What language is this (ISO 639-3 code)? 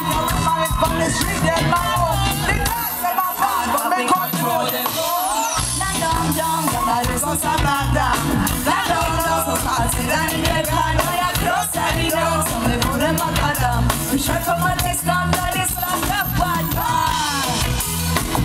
swe